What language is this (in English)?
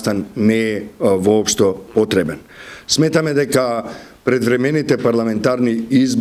Macedonian